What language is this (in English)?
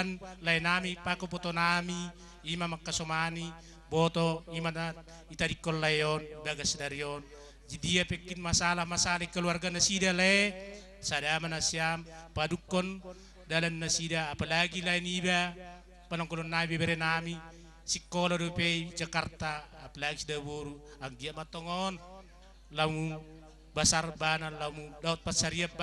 Batak Karo